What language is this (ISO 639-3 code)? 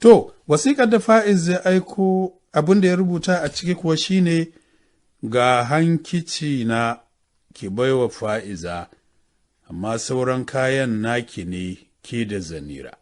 hau